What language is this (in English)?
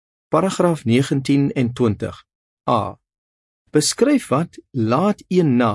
Afrikaans